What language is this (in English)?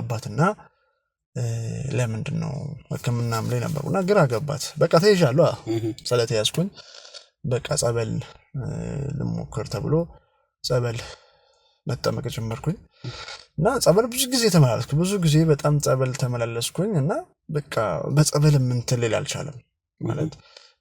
Amharic